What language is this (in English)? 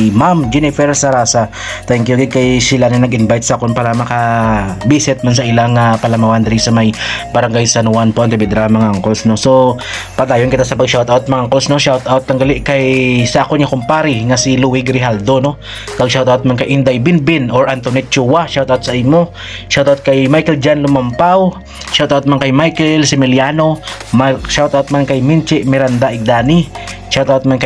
Hiligaynon